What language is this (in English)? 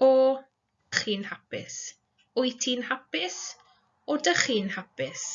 Welsh